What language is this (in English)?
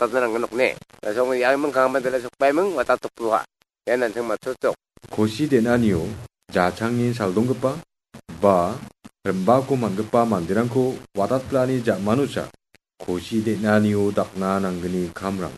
Garo